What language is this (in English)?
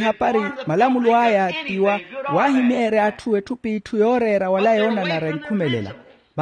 Makhuwa